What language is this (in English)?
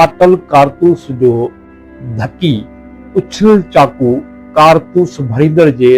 Sindhi